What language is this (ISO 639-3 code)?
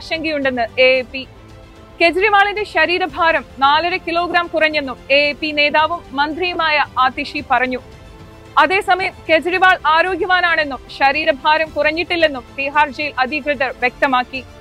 mal